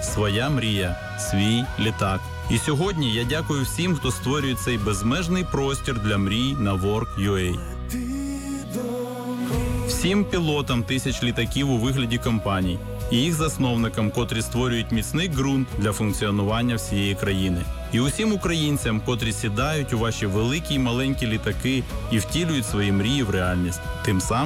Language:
Ukrainian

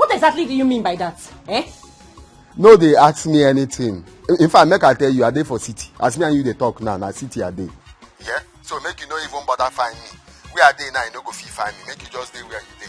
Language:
Nigerian Pidgin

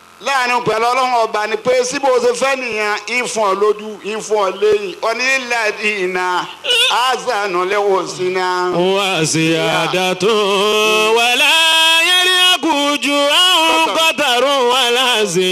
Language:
Yoruba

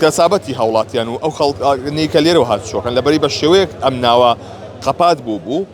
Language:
Central Kurdish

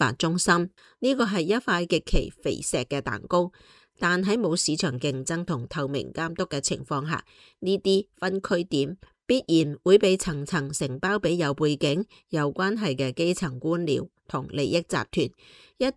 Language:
Cantonese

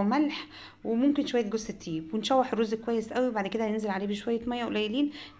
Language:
Egyptian Arabic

